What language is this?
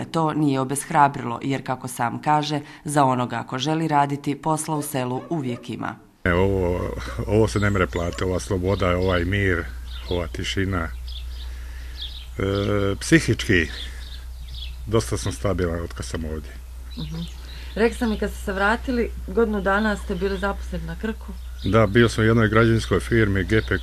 Croatian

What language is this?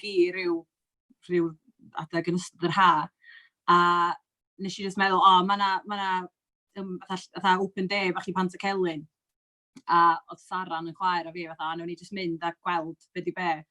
Welsh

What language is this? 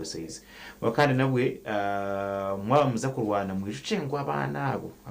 Nyankole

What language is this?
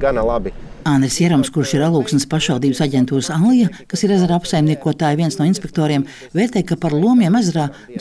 Latvian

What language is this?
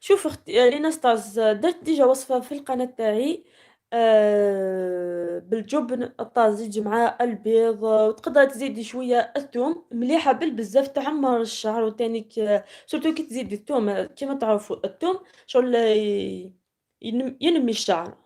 Algerian Arabic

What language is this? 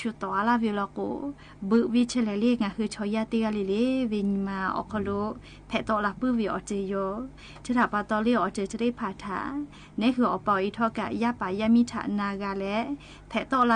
Lahu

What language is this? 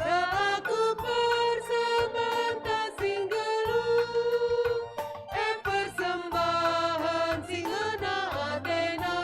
Batak Karo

